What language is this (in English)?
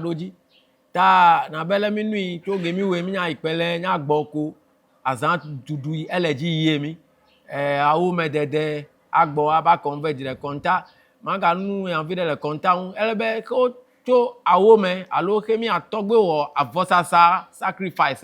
Ewe